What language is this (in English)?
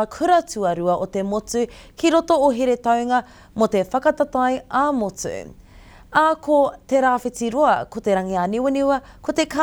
Māori